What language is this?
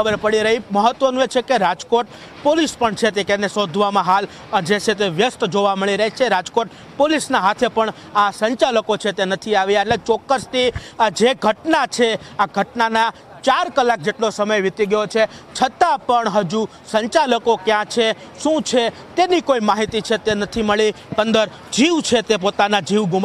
Gujarati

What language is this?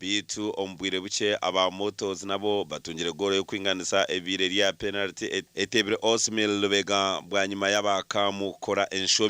Nyankole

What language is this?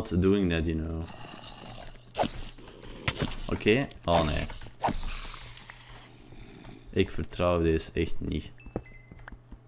Dutch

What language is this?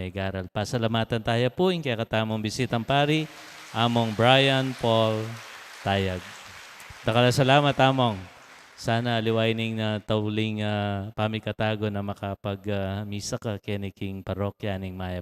Pampanga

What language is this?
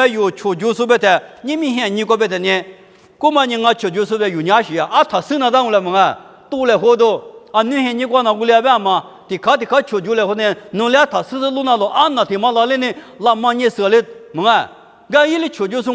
Lisu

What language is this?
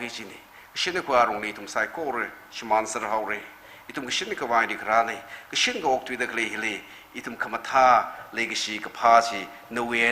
Tangkhul Naga (India)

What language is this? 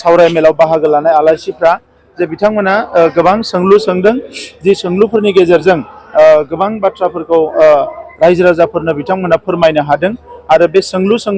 Bodo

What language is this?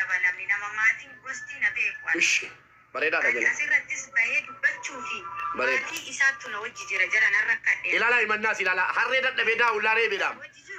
Oromo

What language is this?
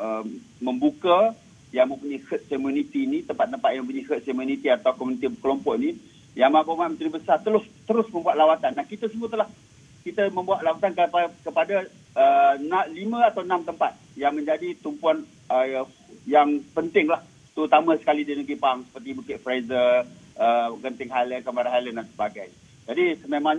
Malay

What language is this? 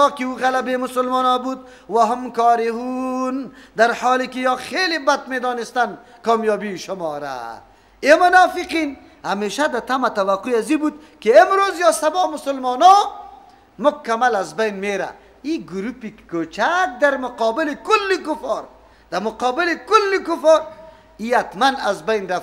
Persian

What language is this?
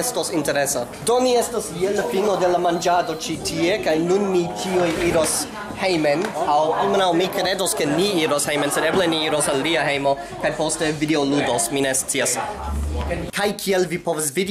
Esperanto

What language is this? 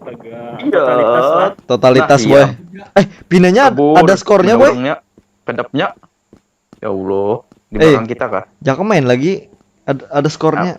Banjar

